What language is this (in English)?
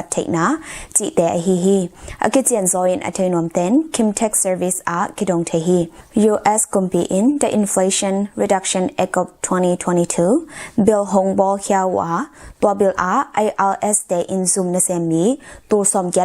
Tedim Chin